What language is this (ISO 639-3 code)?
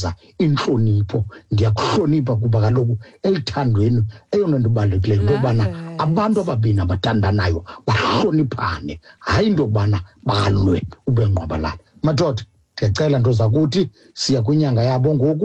xho